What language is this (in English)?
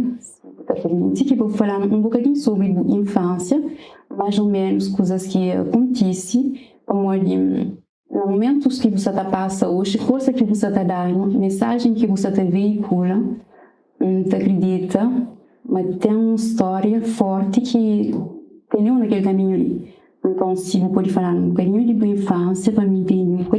Kabuverdianu